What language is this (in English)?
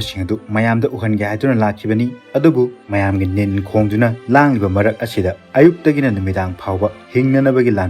Manipuri